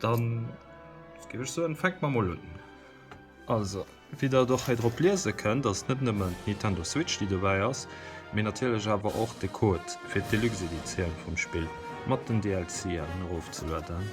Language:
Luxembourgish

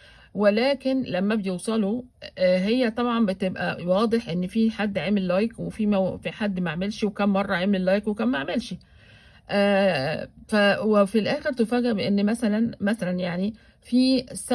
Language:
Egyptian Arabic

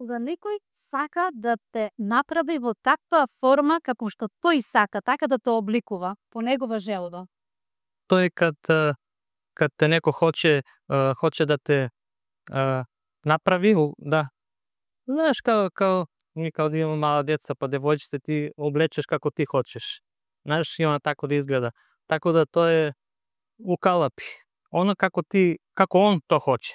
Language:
Macedonian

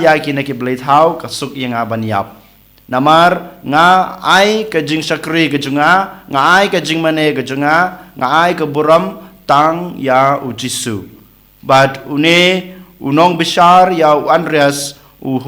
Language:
Khasi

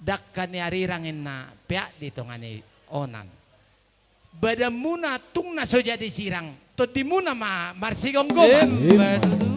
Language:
Batak Toba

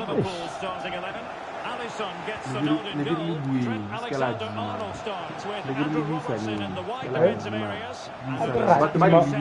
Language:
Tswana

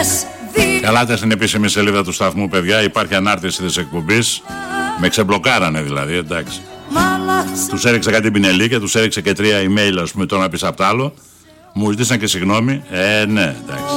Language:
Greek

